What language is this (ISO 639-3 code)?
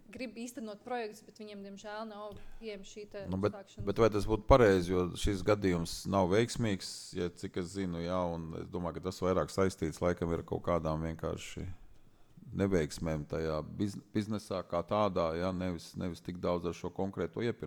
lav